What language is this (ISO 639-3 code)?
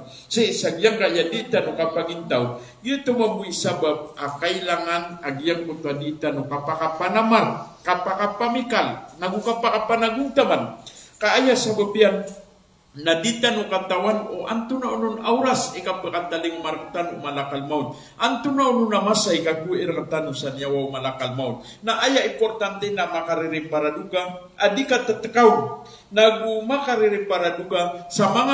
mrw